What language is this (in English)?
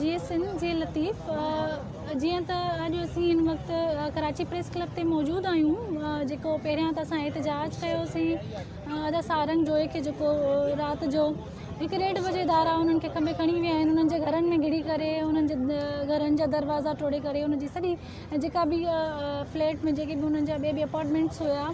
Sindhi